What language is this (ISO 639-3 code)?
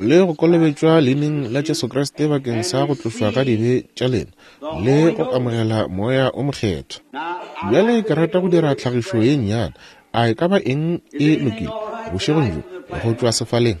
nso